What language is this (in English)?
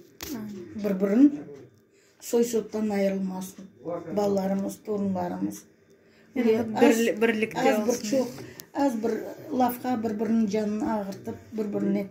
Crimean Tatar